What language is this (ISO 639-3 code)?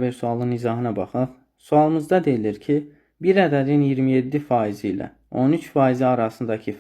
aze